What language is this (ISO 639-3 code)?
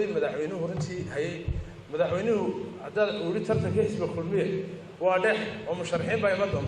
som